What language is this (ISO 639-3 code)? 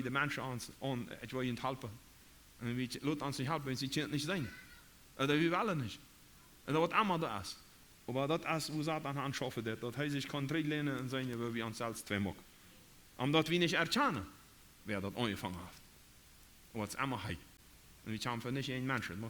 pdt